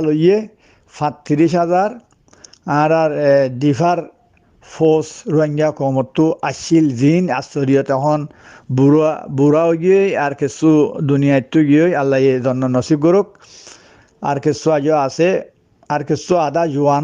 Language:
Rohingya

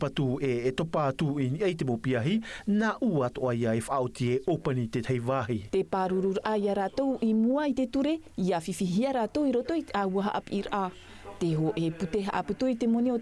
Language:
Tahitian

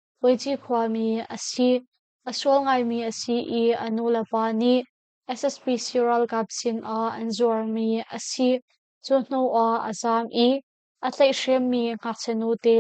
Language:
Hakha Chin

